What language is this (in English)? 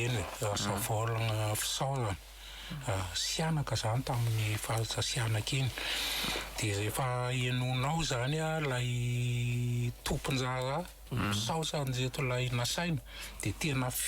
Malagasy